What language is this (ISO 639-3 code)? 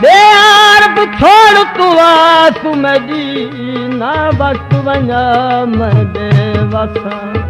skr